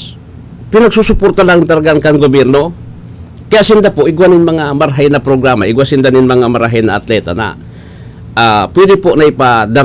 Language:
Bikol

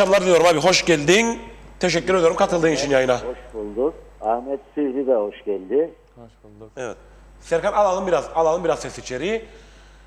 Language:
Turkish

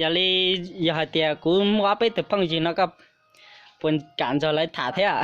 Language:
Hmong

